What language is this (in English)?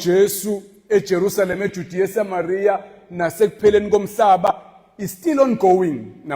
Zulu